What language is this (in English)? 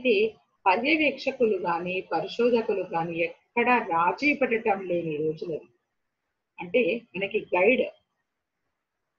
Telugu